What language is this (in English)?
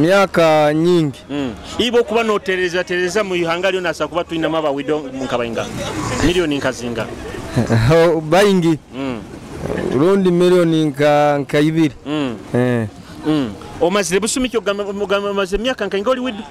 Nyoro